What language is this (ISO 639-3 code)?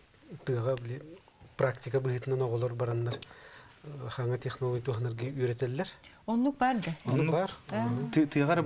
sah